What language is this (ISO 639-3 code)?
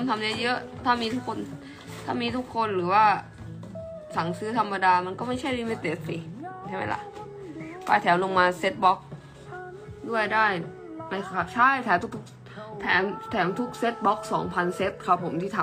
tha